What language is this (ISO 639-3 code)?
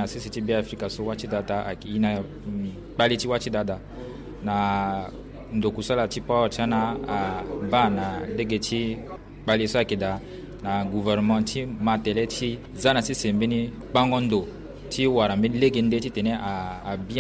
sag